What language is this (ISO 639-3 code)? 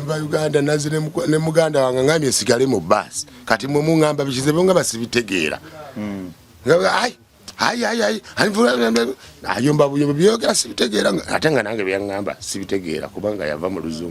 lug